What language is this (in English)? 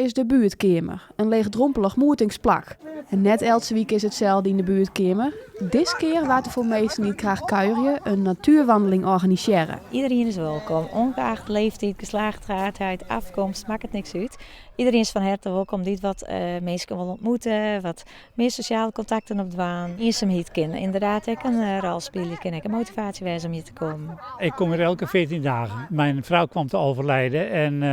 Western Frisian